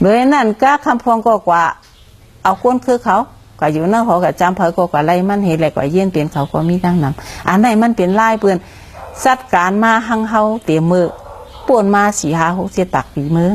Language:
Shan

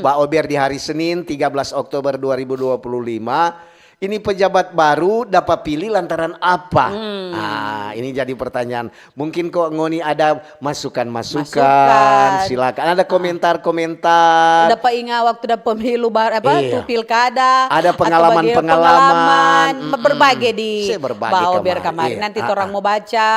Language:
Manado Malay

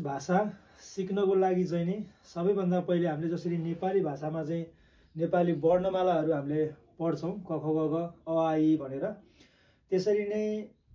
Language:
Nepali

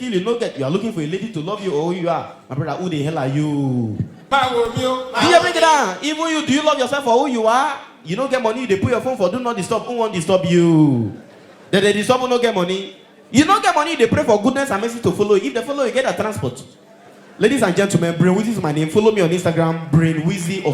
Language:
Nigerian Pidgin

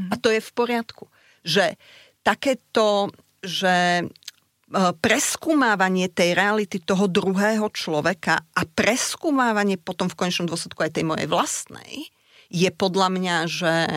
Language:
Slovak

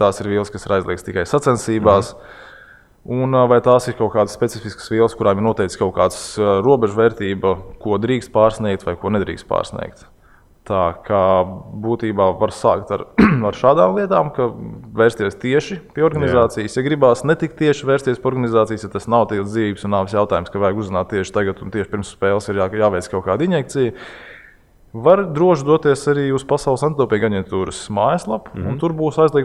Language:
Latvian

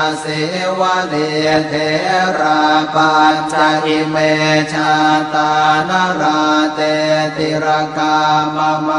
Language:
Pali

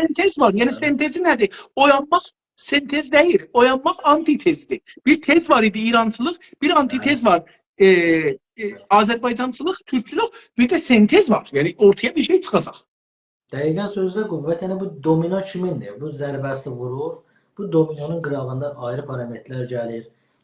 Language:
South Azerbaijani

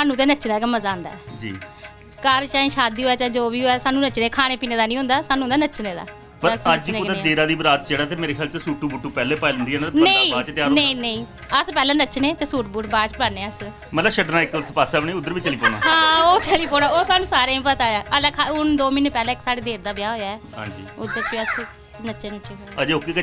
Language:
Dogri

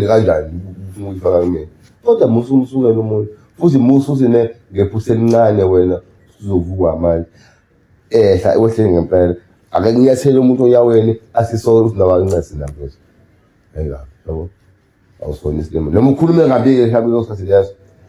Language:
Zulu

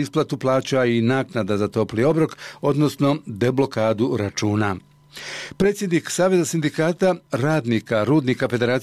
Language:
Bosnian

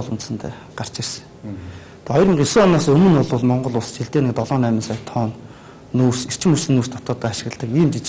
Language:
Mongolian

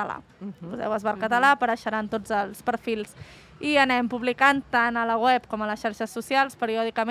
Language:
Catalan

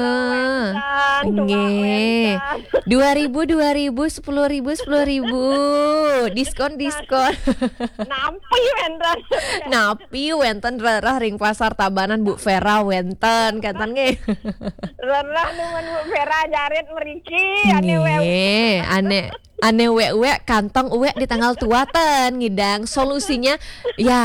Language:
Balinese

